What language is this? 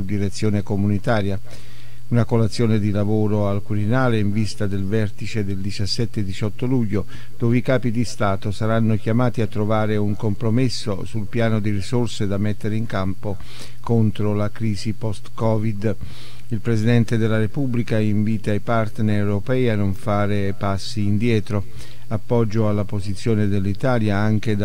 Italian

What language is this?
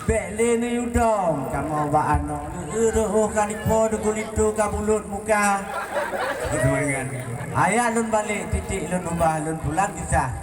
Achinese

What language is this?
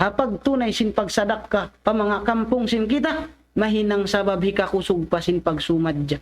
Tausug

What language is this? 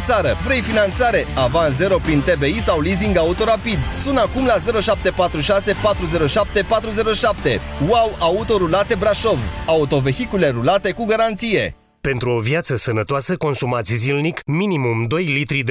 Romanian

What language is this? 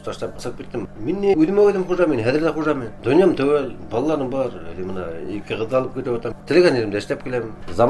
Bashkir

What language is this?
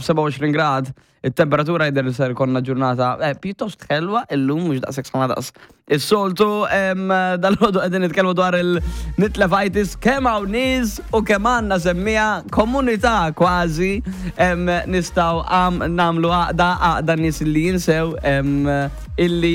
Maltese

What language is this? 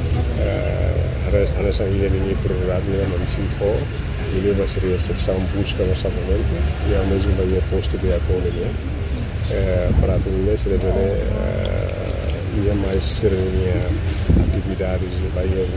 Tetum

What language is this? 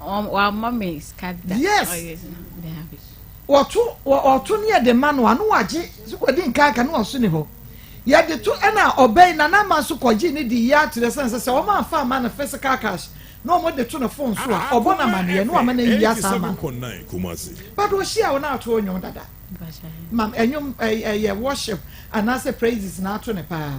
Akan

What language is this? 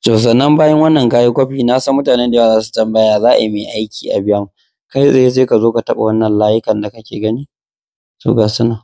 Hausa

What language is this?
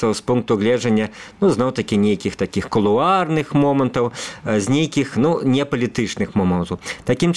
Belarusian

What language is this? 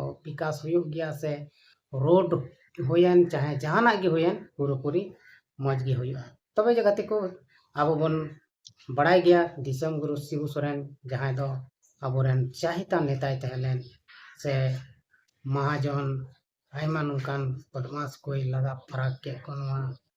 Santali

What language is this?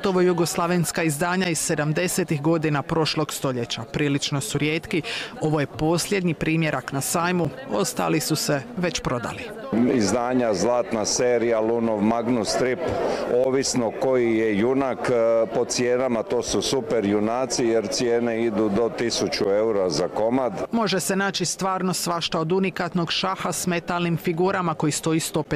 Croatian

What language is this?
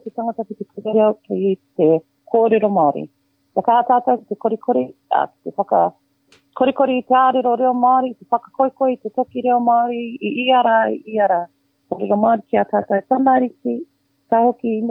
Māori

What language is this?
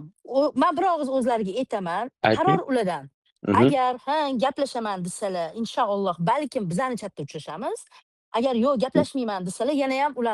Uzbek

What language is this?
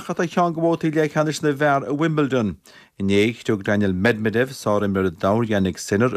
Irish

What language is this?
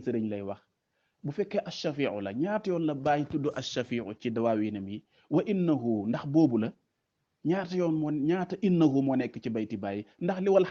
Wolof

